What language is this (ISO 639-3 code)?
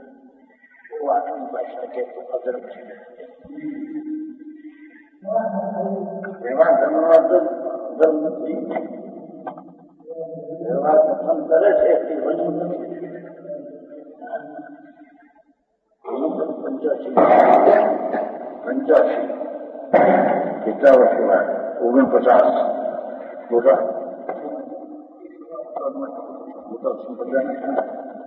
guj